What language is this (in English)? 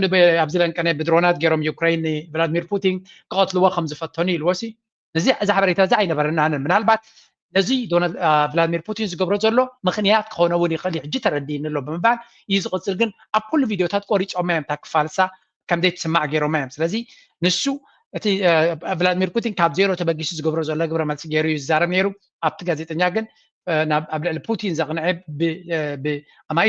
Tigrinya